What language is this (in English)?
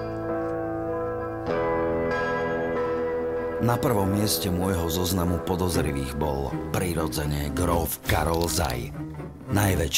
Slovak